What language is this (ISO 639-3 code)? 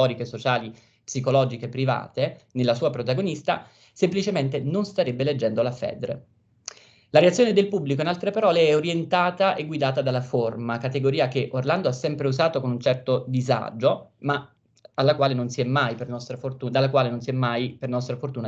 ita